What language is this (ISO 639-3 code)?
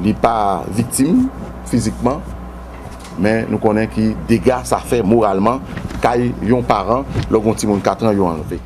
hat